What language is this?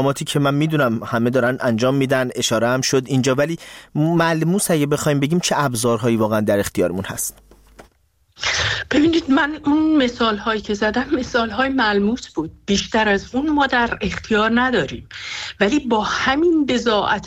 Persian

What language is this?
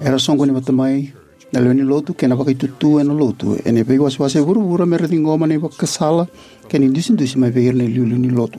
Fijian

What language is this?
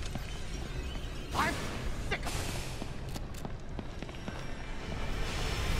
English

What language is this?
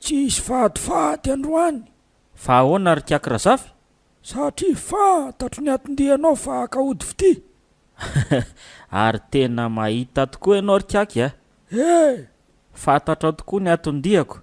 Malagasy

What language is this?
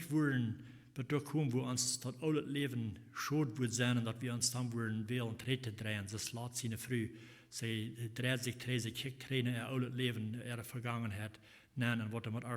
Plautdietsch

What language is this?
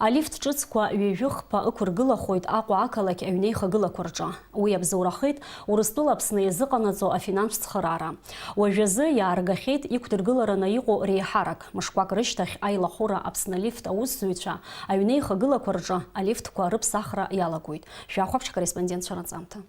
Abkhazian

